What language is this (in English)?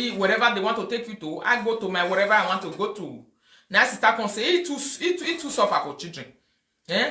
Nigerian Pidgin